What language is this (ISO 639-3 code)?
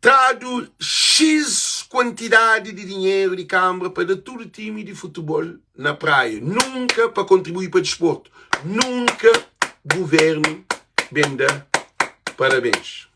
kea